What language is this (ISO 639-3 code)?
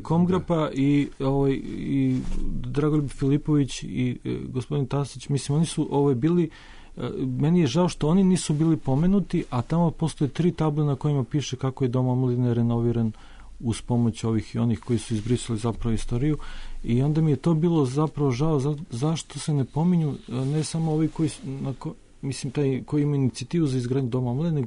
srp